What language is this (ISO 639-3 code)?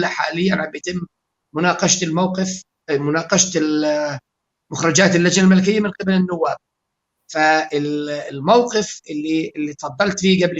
apc